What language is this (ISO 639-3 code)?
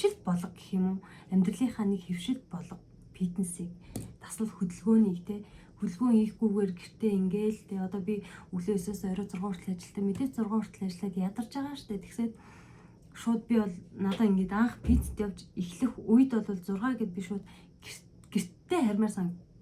mon